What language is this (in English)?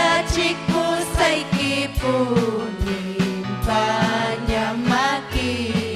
Ayacucho Quechua